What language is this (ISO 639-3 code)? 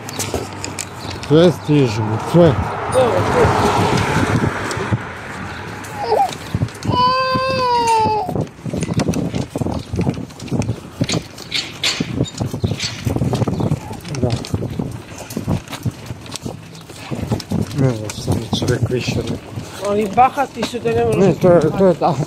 hrv